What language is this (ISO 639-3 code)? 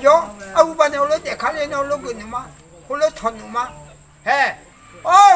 ahk